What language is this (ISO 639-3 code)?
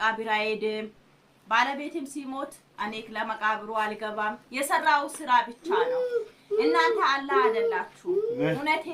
amh